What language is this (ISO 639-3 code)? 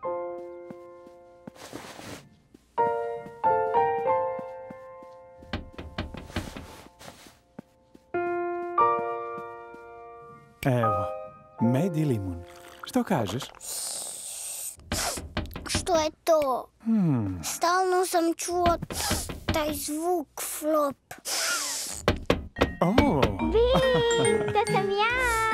hrv